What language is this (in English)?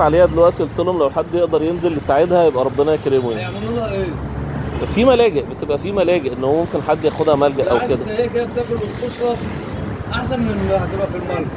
Egyptian Arabic